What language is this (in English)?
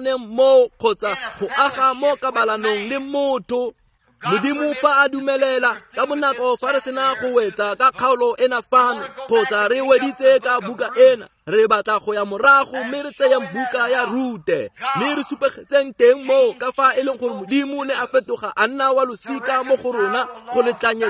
Tswana